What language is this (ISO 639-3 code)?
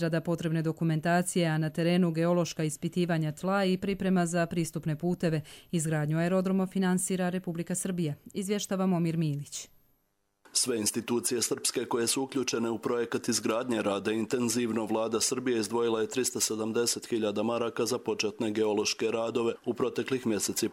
bos